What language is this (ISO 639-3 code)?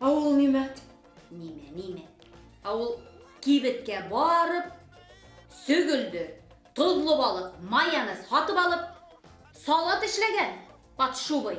bak